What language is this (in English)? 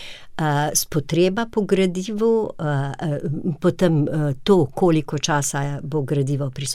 Slovenian